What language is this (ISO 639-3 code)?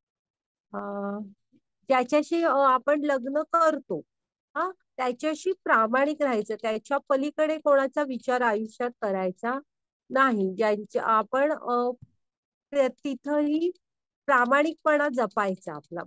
mar